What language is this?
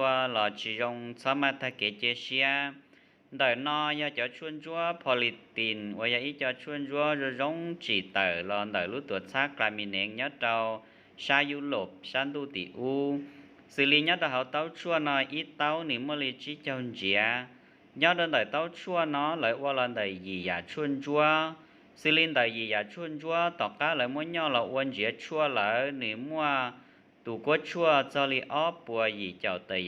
Hmong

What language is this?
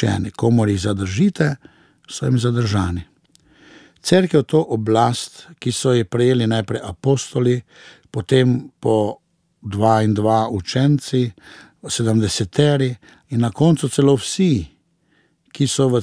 Slovenian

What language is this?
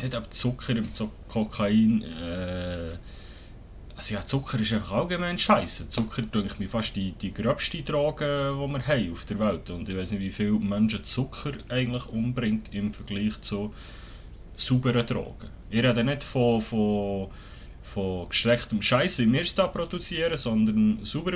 Swiss German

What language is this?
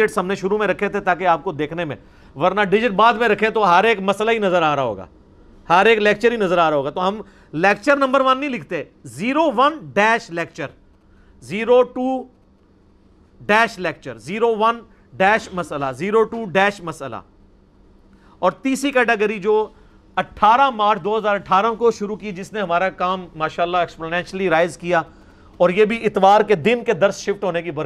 Urdu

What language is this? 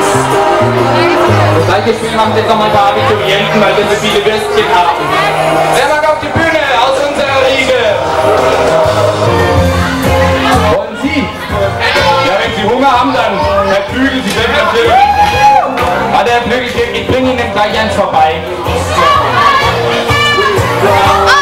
German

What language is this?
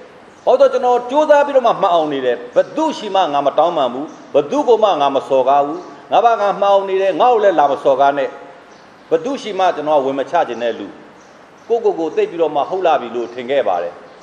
Burmese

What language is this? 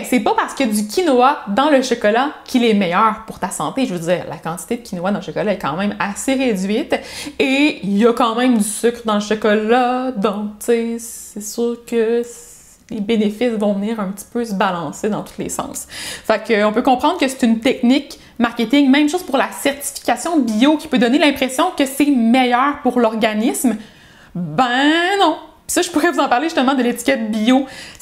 French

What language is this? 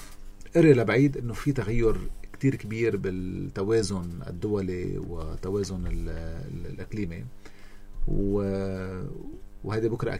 North Levantine Arabic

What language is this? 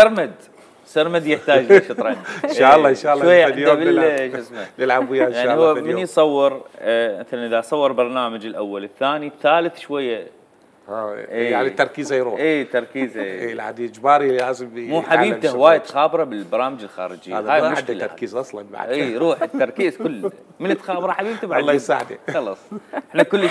Mesopotamian Arabic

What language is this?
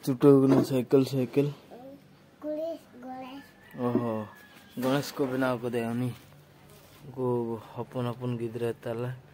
Santali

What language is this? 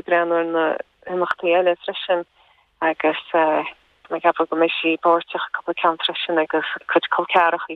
Irish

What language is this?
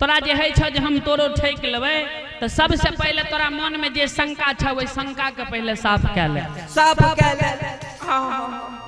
Maithili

